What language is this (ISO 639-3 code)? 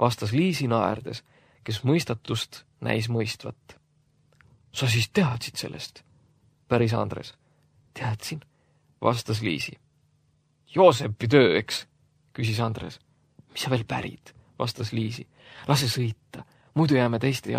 est